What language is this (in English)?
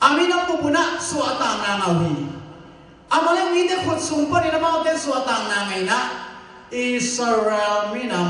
Tedim Chin